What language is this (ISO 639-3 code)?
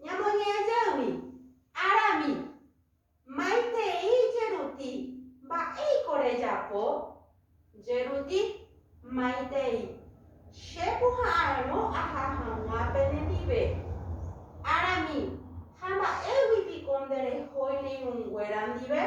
grn